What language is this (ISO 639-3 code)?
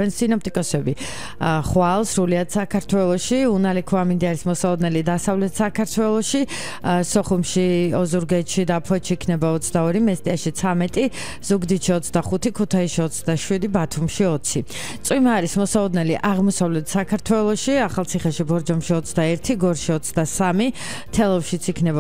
kat